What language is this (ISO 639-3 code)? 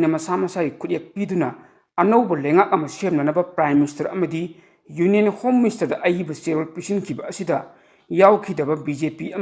mni